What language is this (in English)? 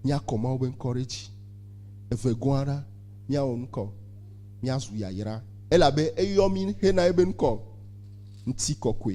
Ewe